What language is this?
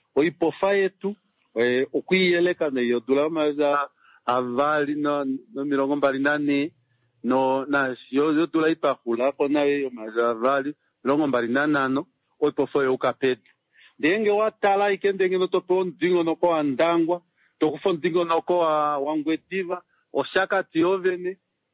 Kuanyama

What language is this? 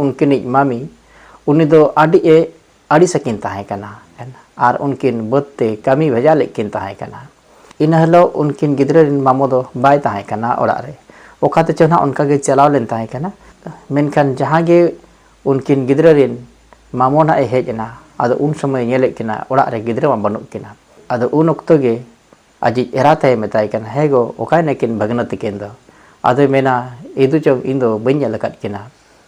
Santali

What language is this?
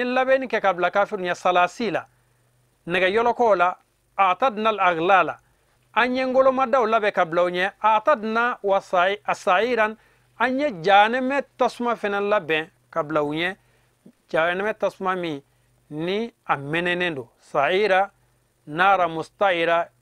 Bambara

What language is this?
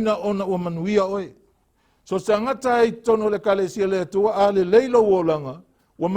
Samoan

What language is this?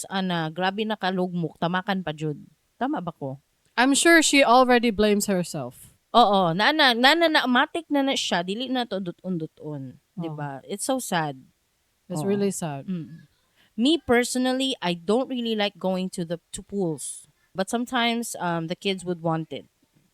Cebuano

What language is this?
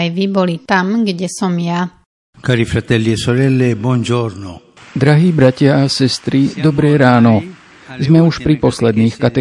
Slovak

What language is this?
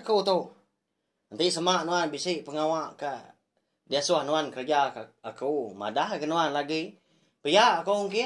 Iban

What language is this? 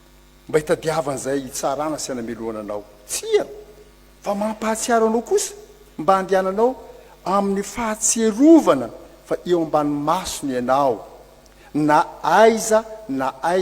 Malagasy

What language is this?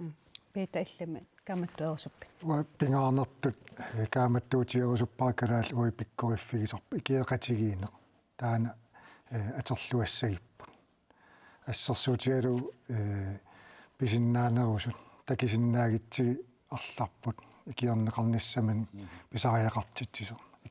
Kalaallisut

